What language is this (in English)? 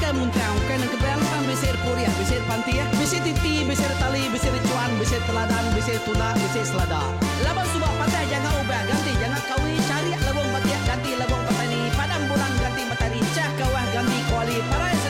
Iban